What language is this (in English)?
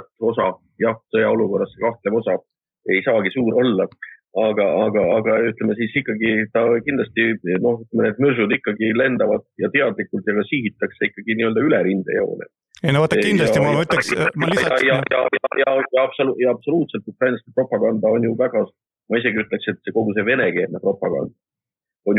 Estonian